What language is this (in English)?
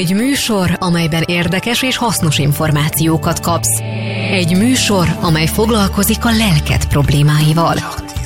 Hungarian